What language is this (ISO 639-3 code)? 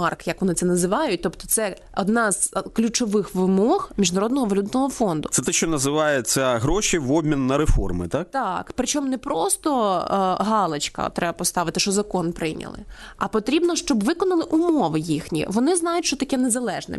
ukr